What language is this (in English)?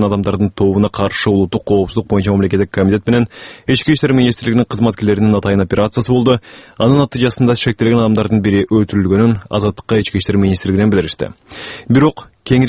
Kyrgyz